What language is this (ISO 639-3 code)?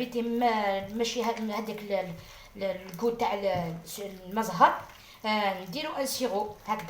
arq